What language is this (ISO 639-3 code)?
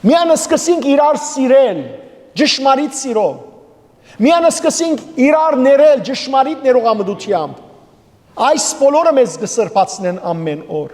hyw